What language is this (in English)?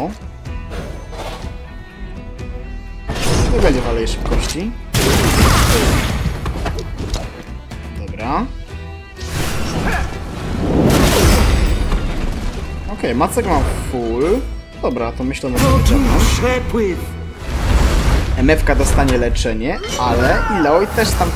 Polish